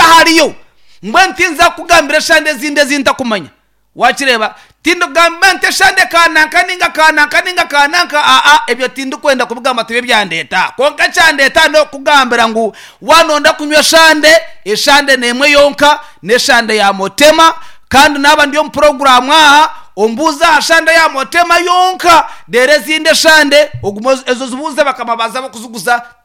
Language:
Nyankole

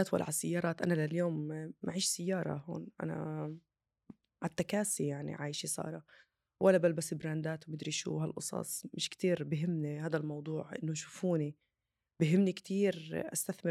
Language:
North Levantine Arabic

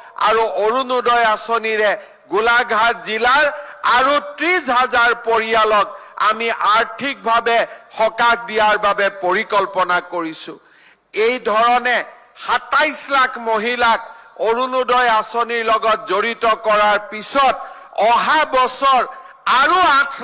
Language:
Assamese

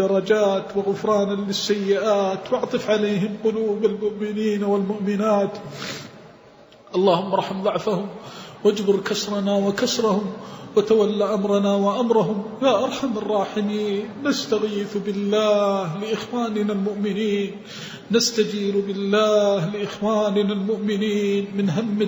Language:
Arabic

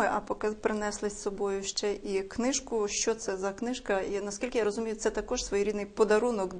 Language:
Ukrainian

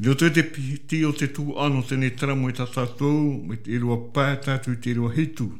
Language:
Tahitian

